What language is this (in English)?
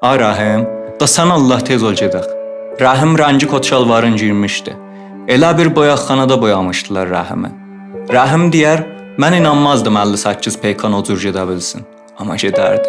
South Azerbaijani